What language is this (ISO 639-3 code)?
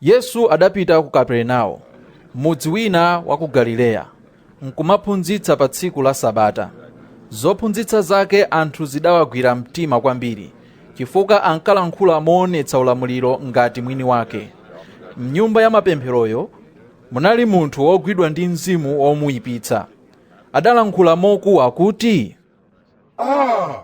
nya